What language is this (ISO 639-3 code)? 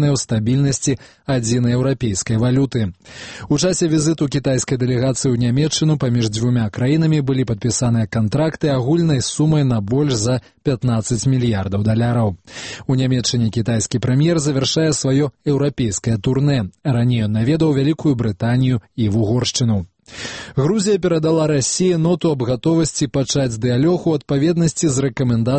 bel